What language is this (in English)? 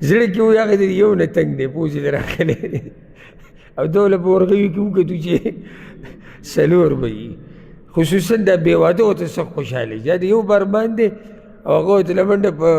Pashto